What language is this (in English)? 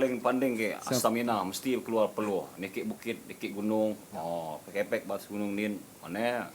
Iban